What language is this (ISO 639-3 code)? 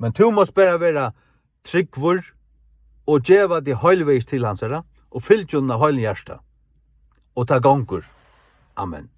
fao